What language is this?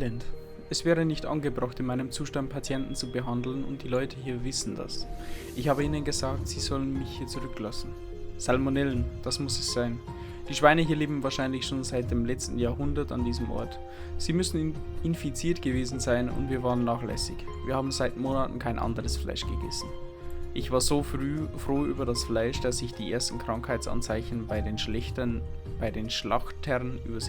Bavarian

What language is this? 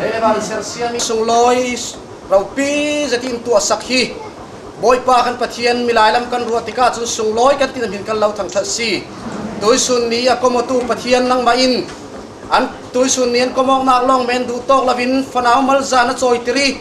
Falam Chin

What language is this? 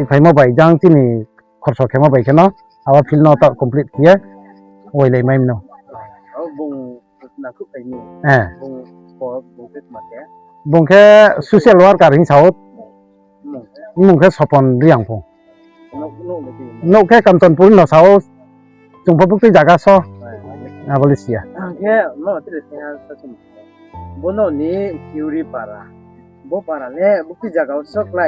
Riang (India)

